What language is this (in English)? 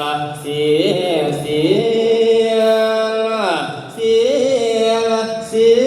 Northeastern Thai